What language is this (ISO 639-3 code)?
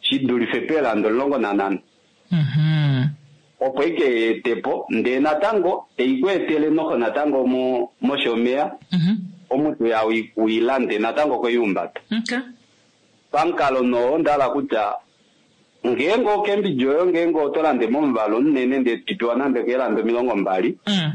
kua